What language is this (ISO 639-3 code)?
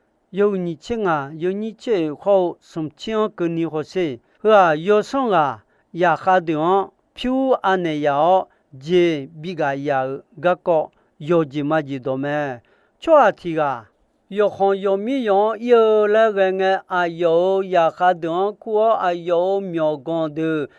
ahk